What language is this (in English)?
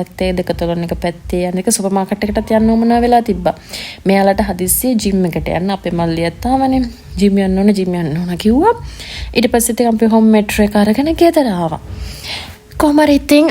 Sinhala